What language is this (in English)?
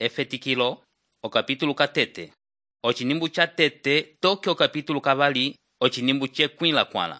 Umbundu